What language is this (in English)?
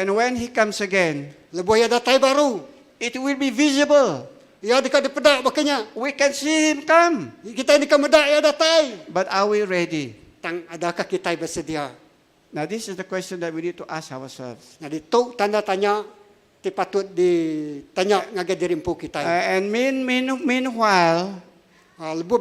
Iban